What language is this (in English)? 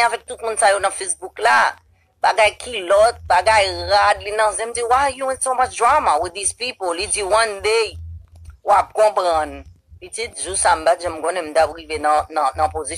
Haitian Creole